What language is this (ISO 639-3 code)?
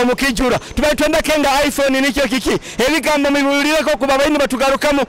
nyo